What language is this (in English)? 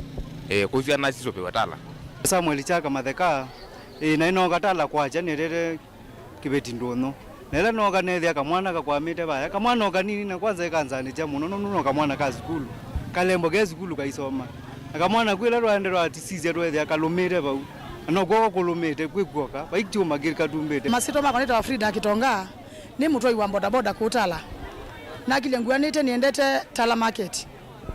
Kamba